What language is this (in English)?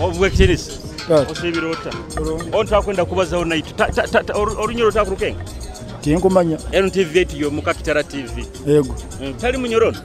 Nyoro